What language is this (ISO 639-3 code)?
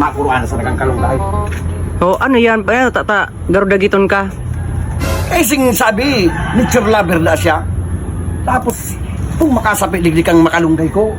bik